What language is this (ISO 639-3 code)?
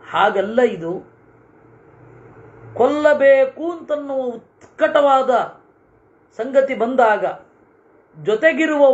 kan